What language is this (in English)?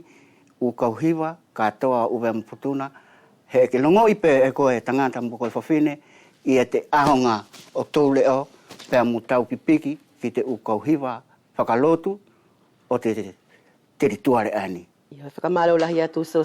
Wallisian